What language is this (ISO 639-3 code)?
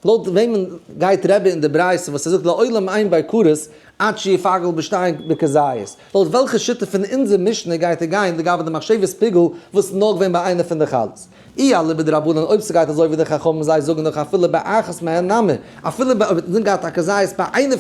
yid